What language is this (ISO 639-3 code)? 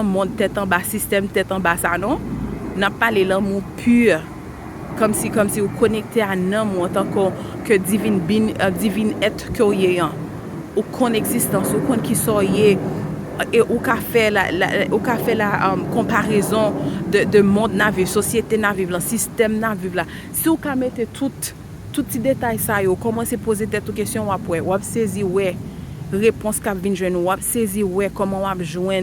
hat